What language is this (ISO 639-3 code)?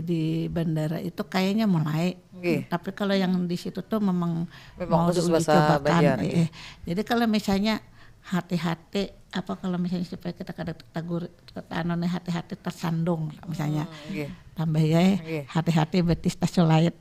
bjn